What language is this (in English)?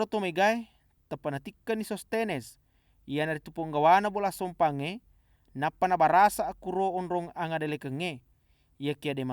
Buginese